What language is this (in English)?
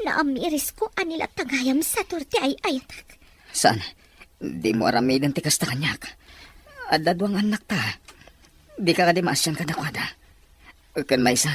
Iloko